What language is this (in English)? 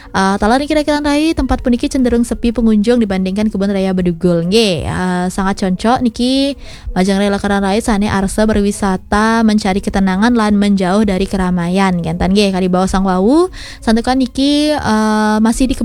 Balinese